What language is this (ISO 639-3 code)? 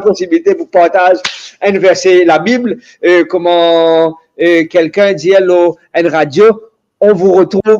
mfe